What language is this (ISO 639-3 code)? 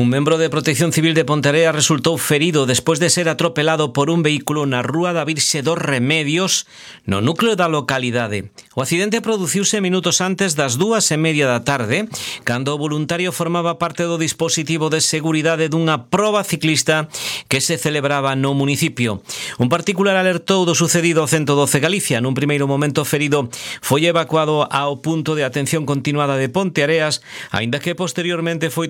glg